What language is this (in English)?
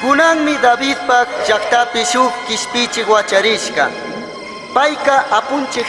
Chimborazo Highland Quichua